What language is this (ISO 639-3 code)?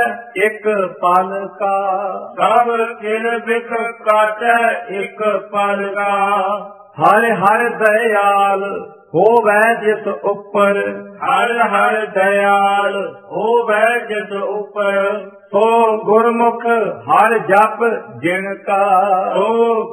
pan